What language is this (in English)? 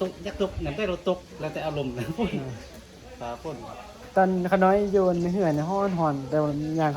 Northeastern Thai